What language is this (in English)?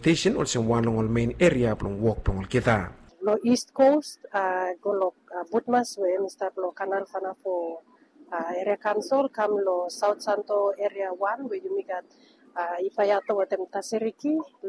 Bislama